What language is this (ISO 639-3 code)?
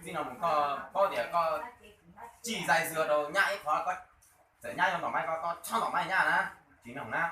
hmn